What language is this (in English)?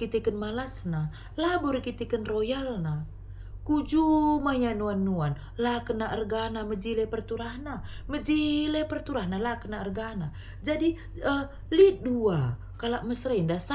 Batak Karo